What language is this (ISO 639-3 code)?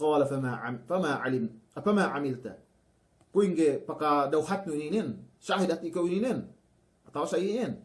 yka